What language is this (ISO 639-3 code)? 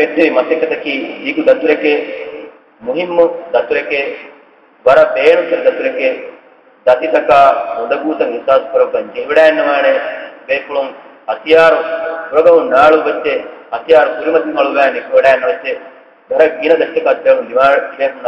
div